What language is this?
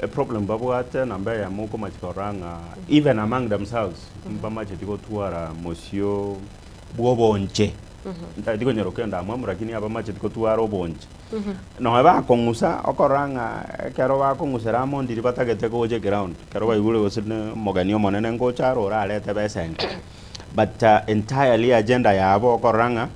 Gusii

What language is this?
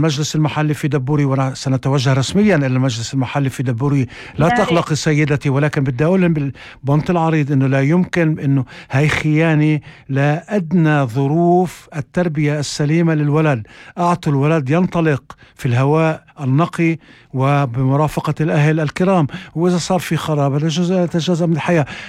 North Levantine Arabic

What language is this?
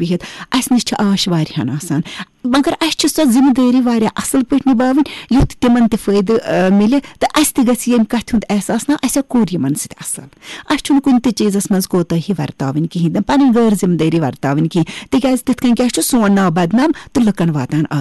Kashmiri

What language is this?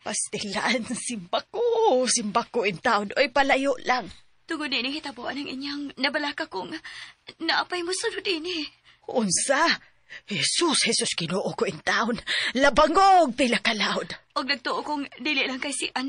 Cebuano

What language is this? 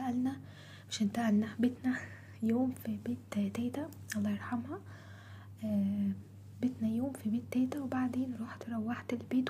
Egyptian Arabic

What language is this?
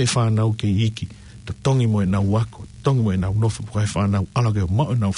Tongan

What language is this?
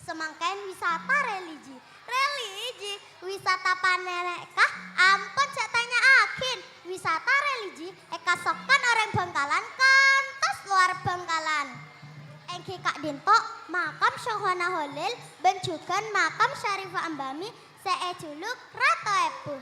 Madurese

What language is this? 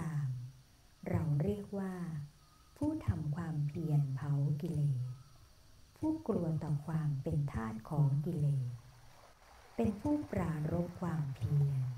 Thai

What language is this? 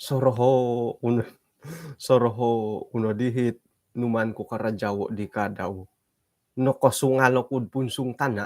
Central Dusun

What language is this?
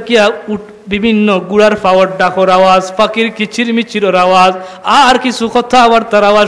Sylheti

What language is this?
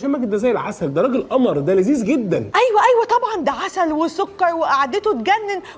Egyptian Arabic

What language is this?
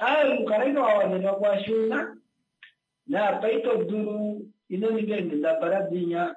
Kuanyama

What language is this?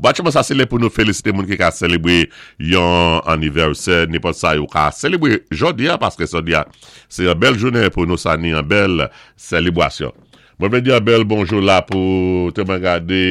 Saint Lucian Creole French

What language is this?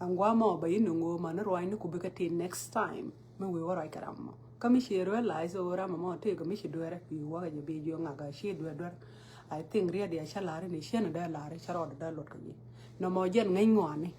Nuer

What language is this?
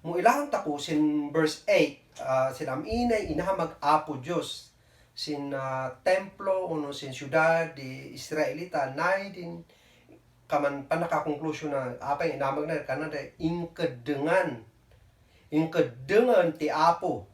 Kankanaey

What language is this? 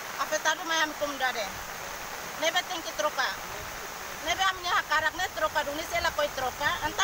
Tetum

